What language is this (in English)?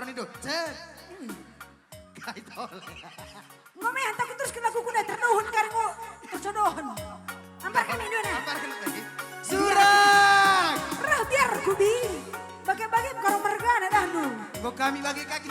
Batak Karo